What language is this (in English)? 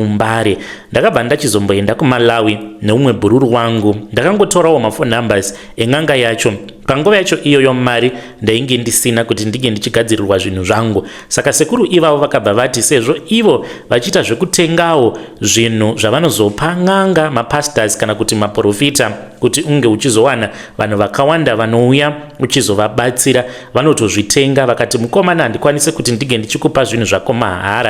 Shona